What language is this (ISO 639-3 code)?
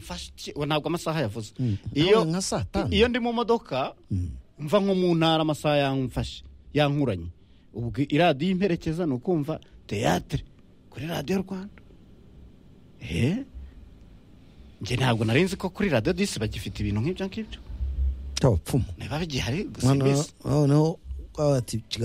kin